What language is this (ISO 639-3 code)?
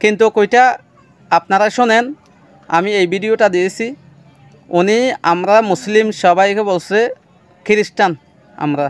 rhg